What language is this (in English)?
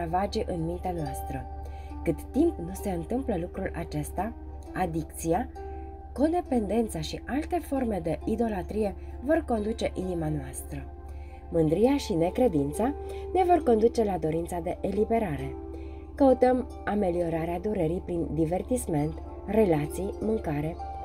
Romanian